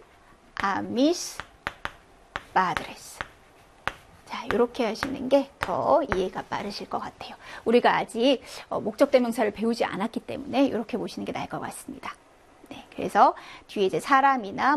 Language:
Korean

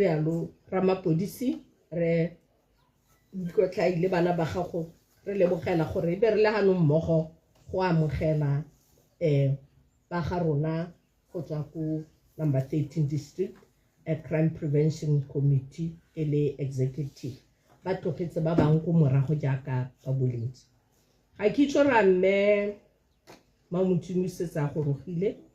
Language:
Tswana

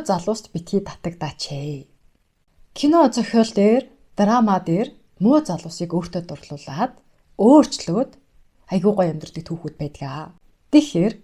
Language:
Mongolian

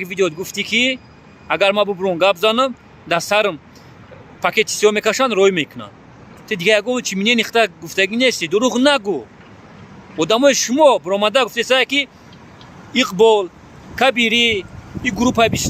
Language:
Tajik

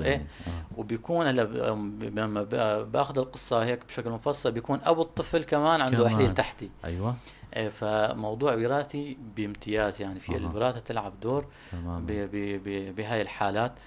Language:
North Levantine Arabic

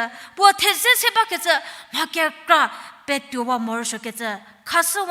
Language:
Angami Naga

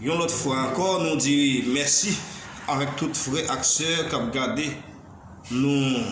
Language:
Haitian Creole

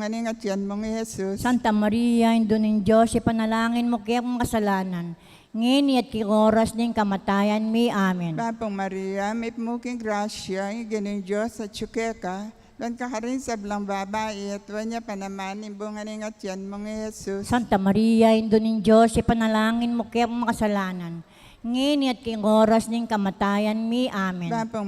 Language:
Pampanga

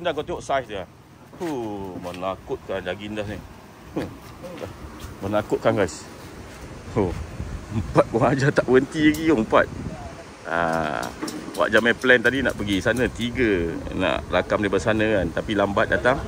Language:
Malay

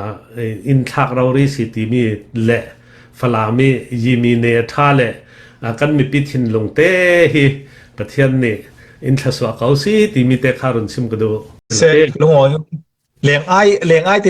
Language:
Falam Chin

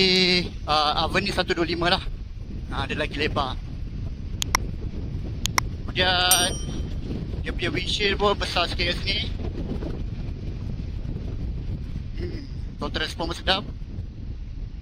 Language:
Malay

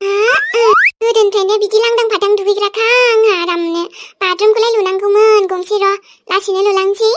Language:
Bodo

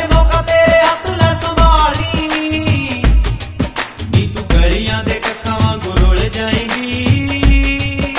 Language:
Punjabi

